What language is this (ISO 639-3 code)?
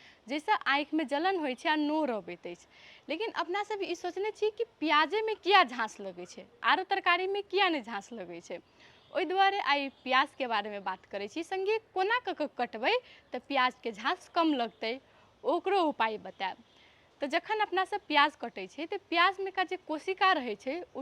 mai